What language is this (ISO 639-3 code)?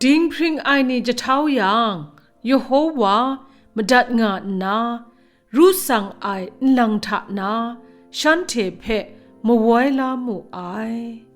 kac